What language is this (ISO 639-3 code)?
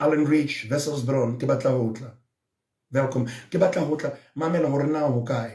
sot